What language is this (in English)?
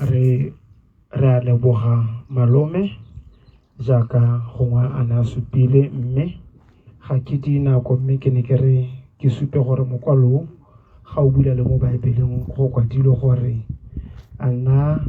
Tswana